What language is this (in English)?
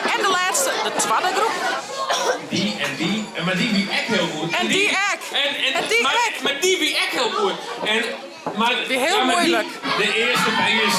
Western Frisian